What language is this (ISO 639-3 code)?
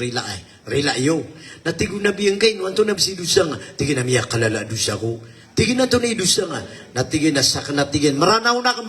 mrw